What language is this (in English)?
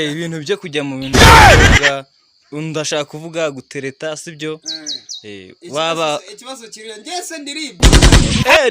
Kinyarwanda